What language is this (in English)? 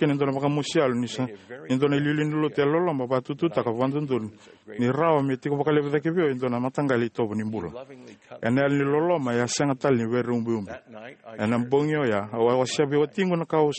Fijian